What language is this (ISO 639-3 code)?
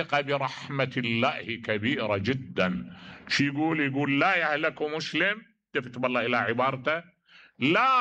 acm